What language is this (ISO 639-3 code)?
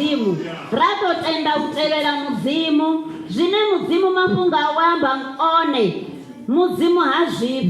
ven